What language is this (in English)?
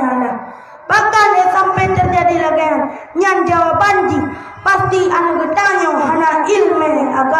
Achinese